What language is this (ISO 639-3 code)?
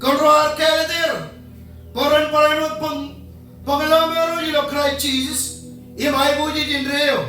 mah